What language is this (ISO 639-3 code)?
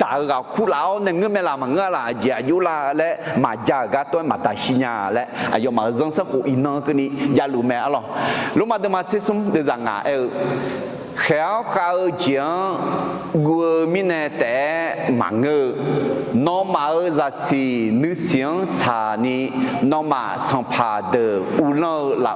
ahk